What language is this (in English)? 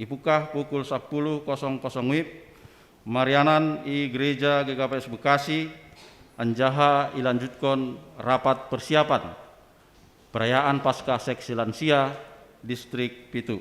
Batak Simalungun